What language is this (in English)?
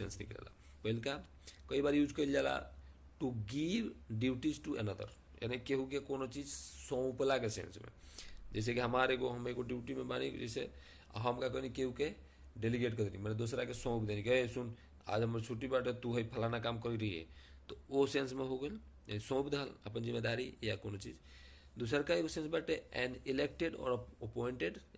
Bhojpuri